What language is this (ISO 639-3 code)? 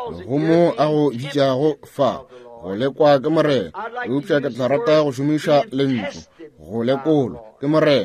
nso